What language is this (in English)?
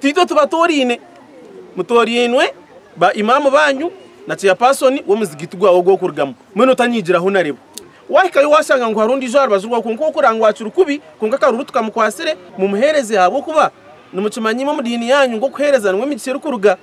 Nyankole